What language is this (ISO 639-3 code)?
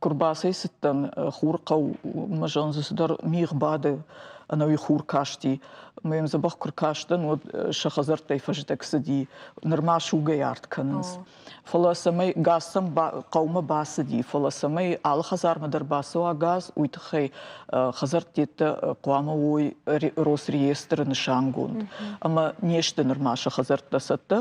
oss